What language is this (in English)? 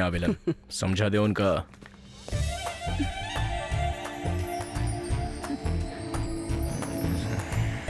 Bhojpuri